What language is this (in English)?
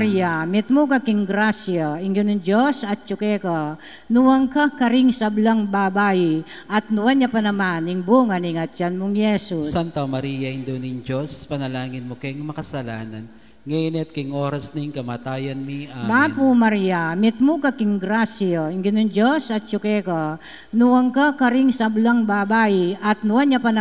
Pampanga